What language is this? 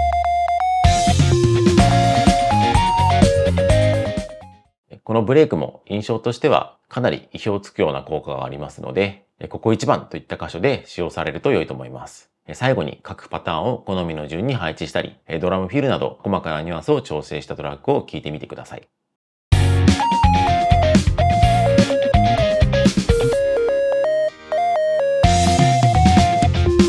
Japanese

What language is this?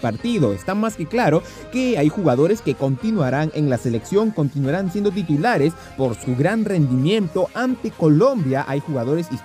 Spanish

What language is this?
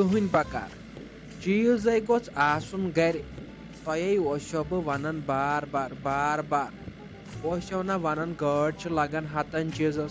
Kashmiri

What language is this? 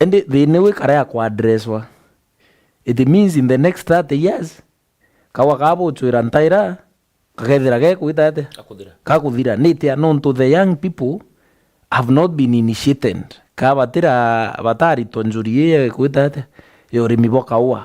Meru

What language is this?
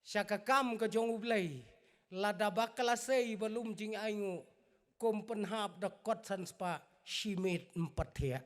Khasi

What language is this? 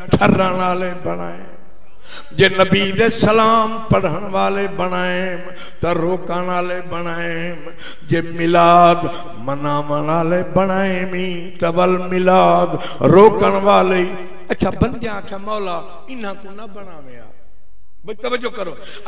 Saraiki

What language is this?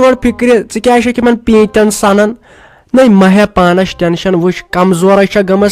Kashmiri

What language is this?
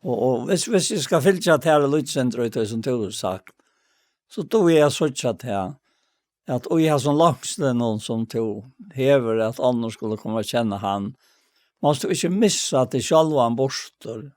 Faroese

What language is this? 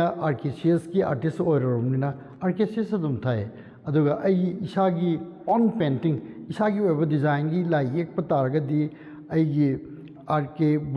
Manipuri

